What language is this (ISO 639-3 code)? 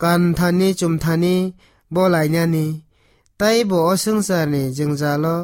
trp